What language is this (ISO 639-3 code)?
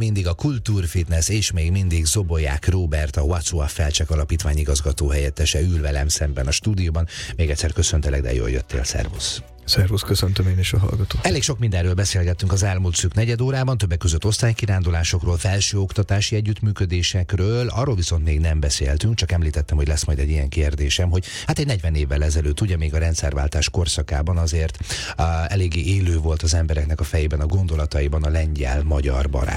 hun